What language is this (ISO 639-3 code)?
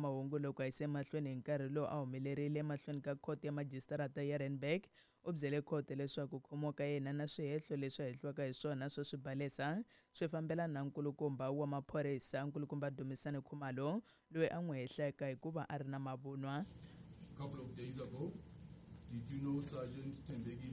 tso